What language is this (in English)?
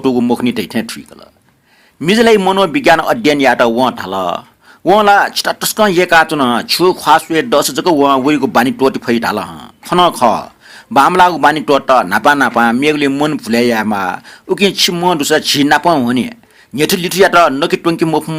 Newari